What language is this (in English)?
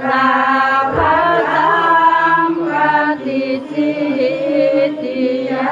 Pali